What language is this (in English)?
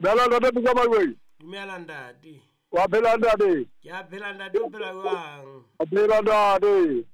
Southern Sotho